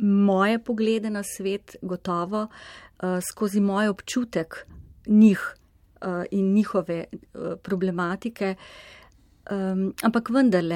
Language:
Slovenian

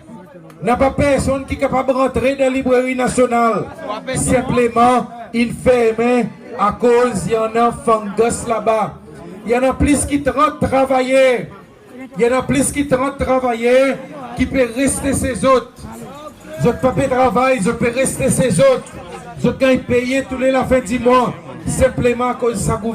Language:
Seselwa Creole French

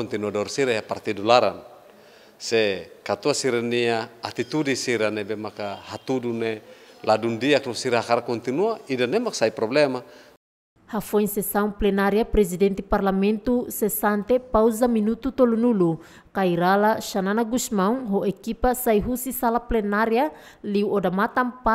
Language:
Tetum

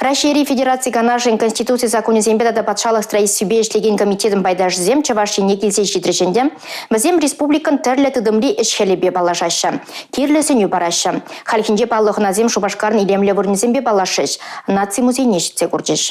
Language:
Chuvash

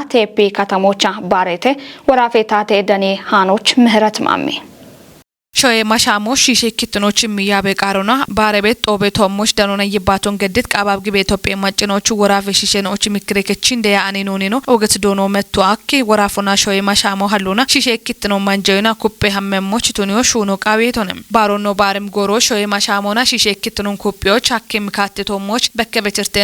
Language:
Kafa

